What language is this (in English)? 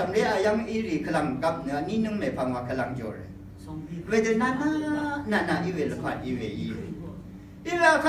Rawang